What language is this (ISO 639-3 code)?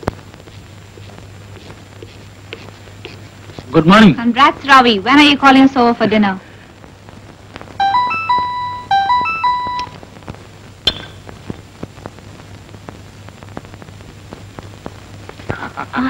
mal